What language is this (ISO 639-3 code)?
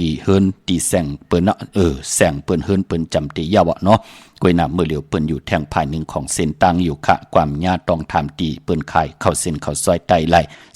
shn